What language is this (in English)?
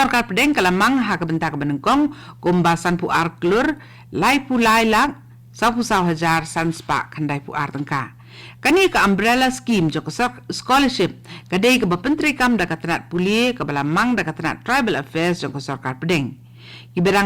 Khasi